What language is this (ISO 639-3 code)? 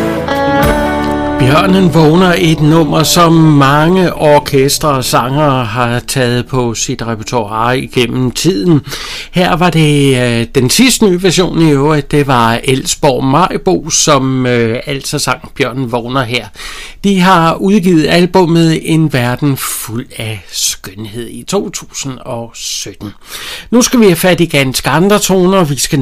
dan